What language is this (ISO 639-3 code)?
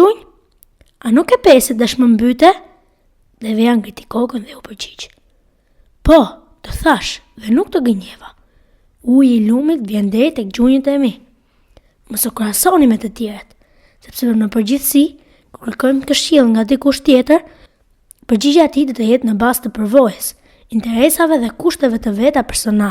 sqi